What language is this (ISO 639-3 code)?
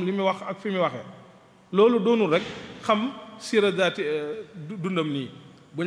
wol